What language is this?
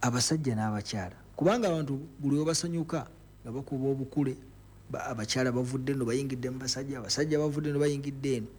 Ganda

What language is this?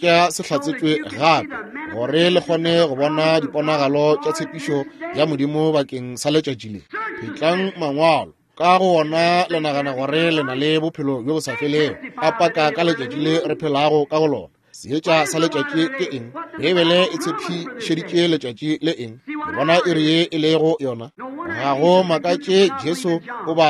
Northern Sotho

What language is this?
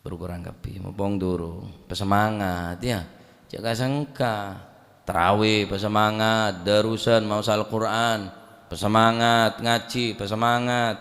Madurese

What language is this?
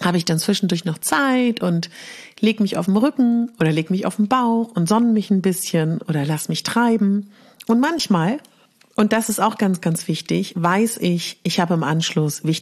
German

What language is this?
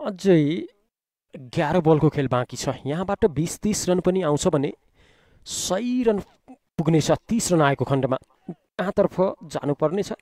Nepali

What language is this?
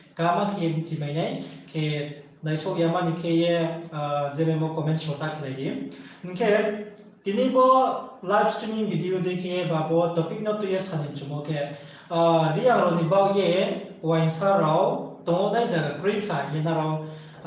Riang (India)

